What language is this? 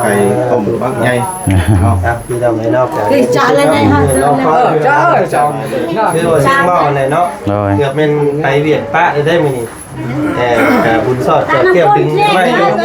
Lao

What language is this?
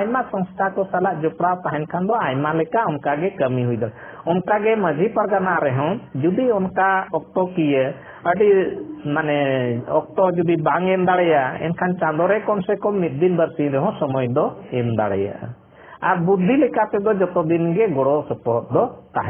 Santali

